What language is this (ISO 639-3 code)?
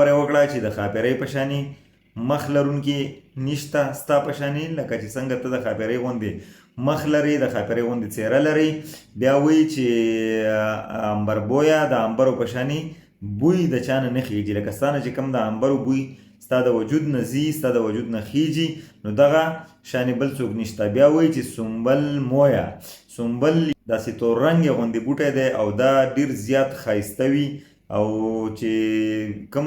pus